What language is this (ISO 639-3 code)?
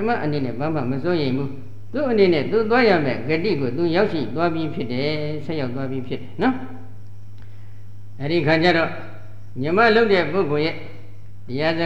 mya